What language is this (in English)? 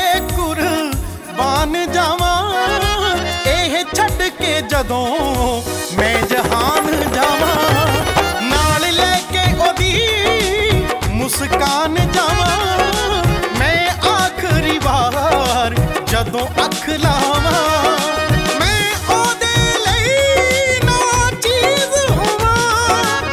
Punjabi